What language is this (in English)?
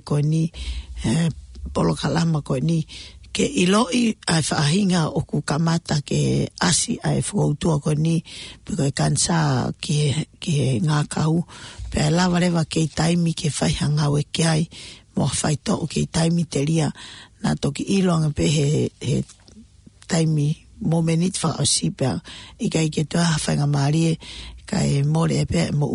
Tongan